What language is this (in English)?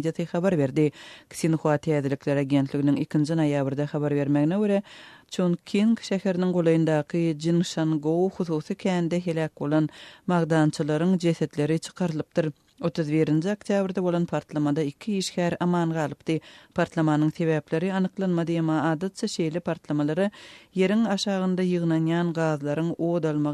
Turkmen